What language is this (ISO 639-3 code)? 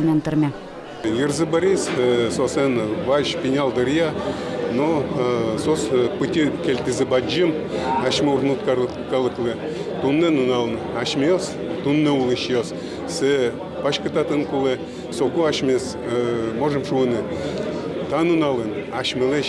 udm